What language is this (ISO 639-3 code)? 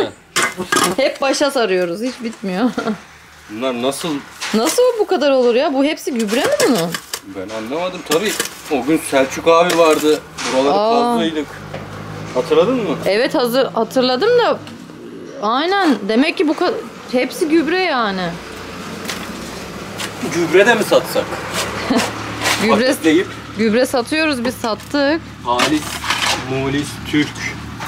tur